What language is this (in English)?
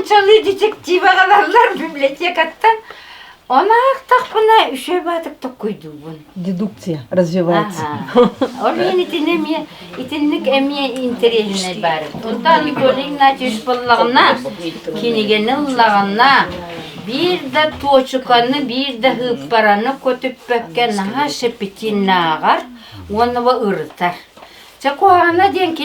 Yakut